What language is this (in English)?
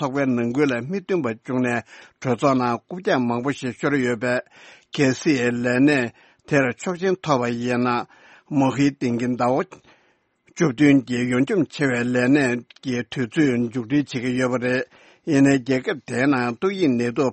Tibetan